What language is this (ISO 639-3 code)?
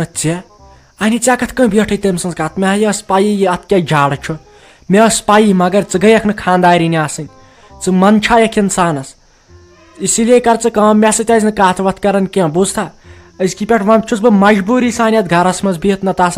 kas